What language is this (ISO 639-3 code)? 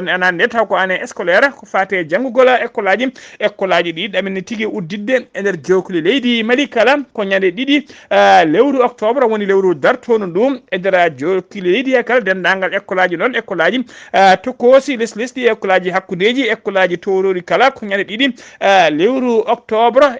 ful